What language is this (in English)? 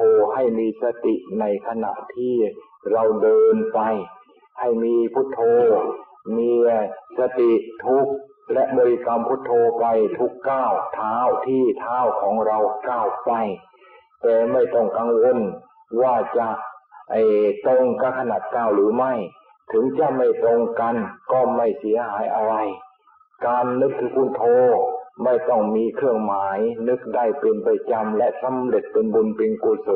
Thai